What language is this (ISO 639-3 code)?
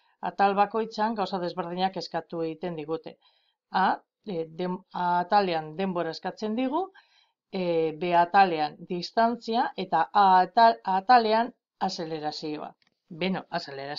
eus